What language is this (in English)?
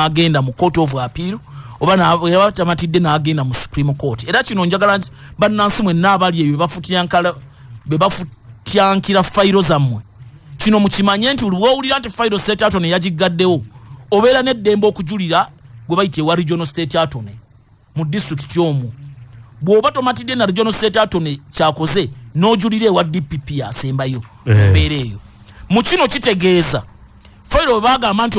Ganda